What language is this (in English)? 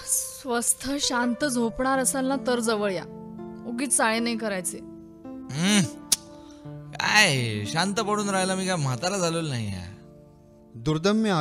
Marathi